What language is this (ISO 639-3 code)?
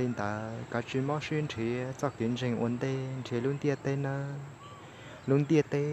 hmn